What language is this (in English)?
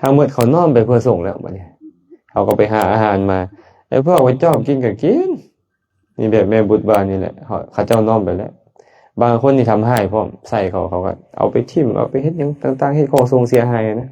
Lao